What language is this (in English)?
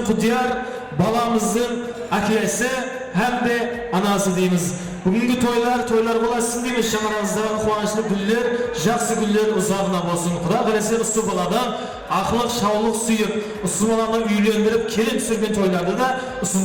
Kara-Kalpak